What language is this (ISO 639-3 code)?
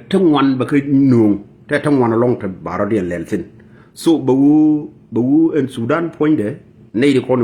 nus